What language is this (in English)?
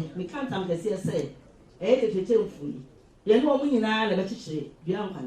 Akan